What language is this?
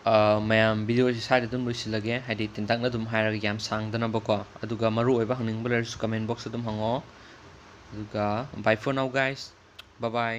Manipuri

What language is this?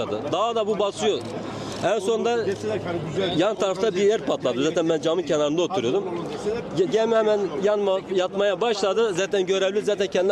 Turkish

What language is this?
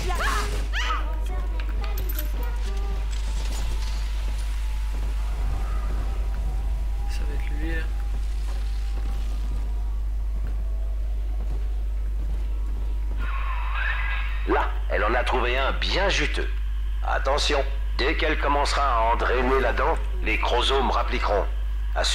French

